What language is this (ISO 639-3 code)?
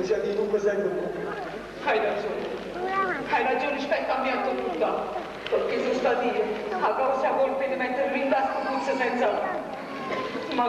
nap